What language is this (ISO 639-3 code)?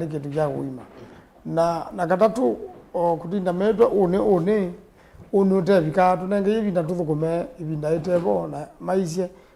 kam